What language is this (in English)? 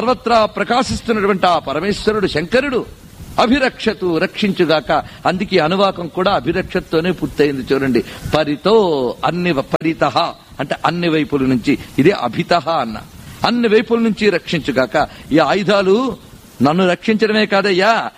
Telugu